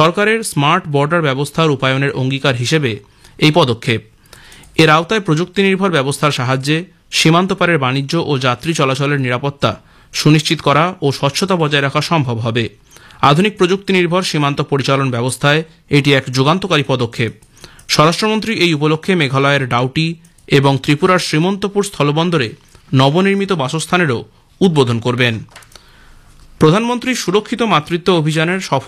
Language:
Bangla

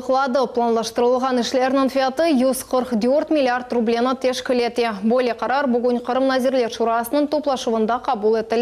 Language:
Crimean Tatar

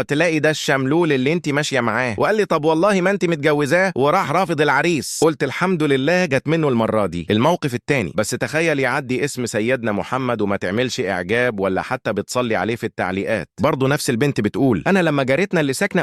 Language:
Egyptian Arabic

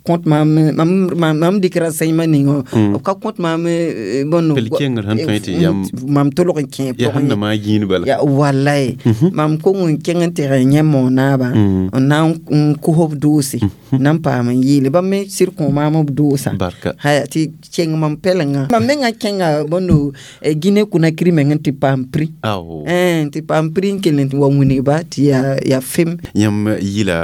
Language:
Mossi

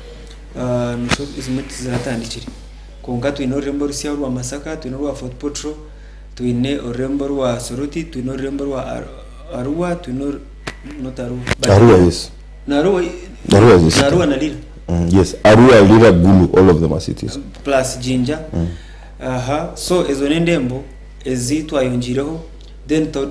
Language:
Nyankole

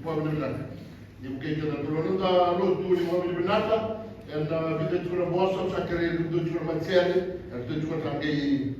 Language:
Fijian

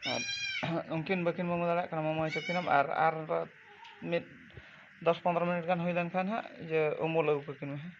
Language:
Santali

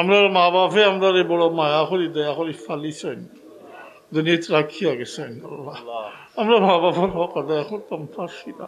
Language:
Sylheti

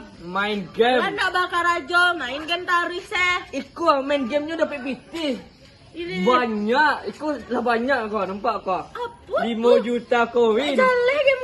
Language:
Minangkabau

